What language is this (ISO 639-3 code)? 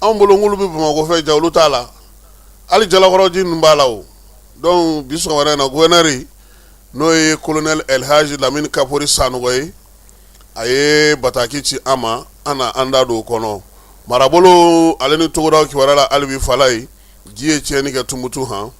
bam